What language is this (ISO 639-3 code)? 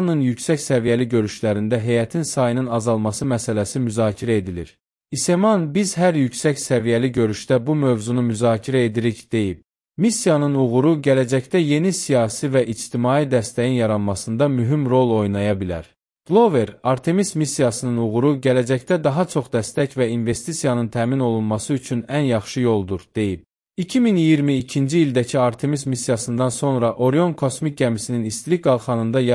aze